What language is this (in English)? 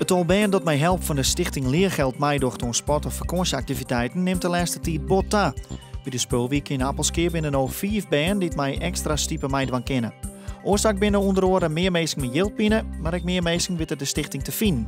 Western Frisian